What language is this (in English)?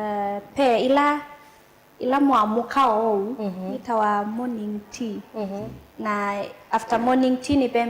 Kamba